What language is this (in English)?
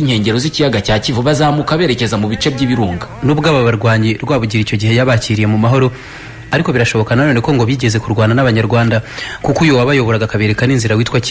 Kinyarwanda